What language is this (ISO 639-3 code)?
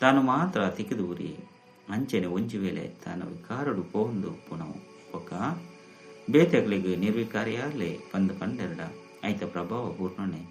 tcy